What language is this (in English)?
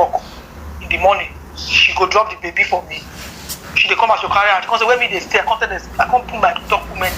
Nigerian Pidgin